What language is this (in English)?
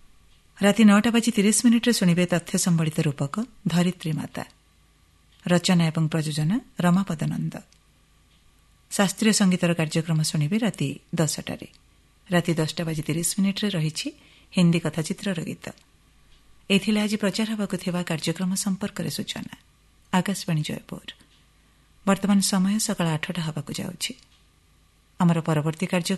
Odia